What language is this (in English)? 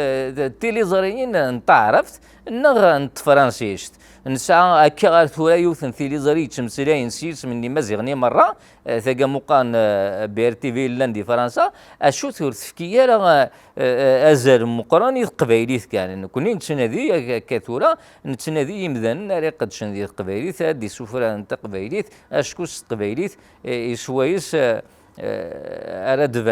Kabyle